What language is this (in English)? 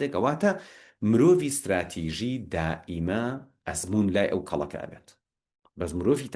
Central Kurdish